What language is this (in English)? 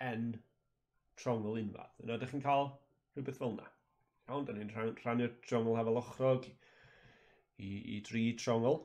Welsh